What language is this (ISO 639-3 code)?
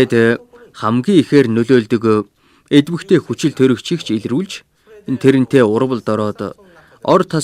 mon